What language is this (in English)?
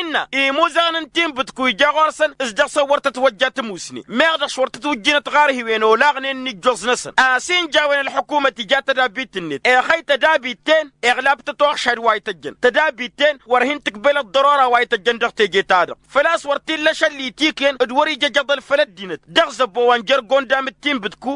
Tamasheq